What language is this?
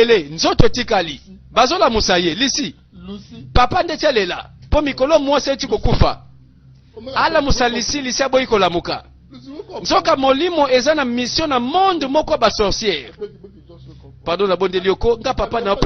Lingala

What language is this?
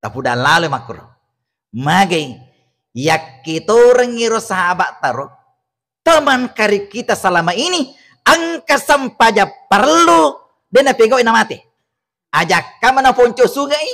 Buginese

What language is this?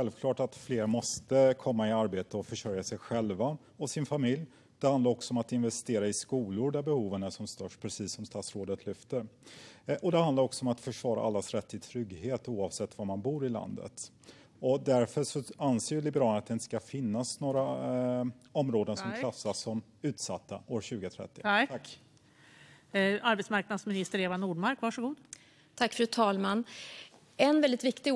Swedish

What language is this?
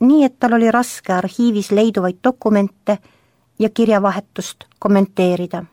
Estonian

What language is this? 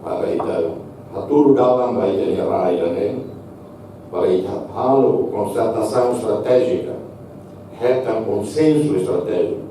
Tetum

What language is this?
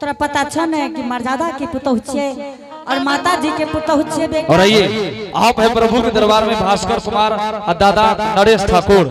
Angika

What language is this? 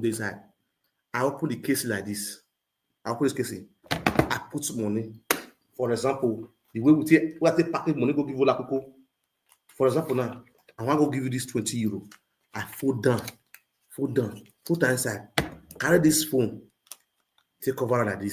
Nigerian Pidgin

